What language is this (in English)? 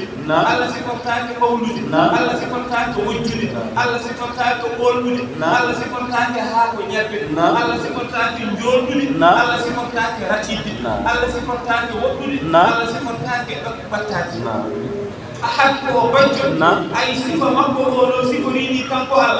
Fula